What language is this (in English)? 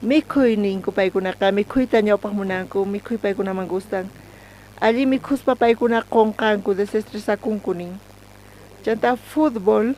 South Bolivian Quechua